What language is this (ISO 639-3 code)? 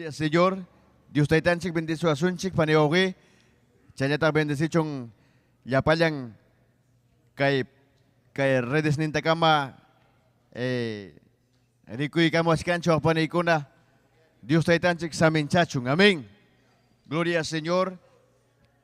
quy